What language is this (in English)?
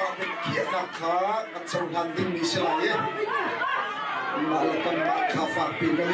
Hakha Chin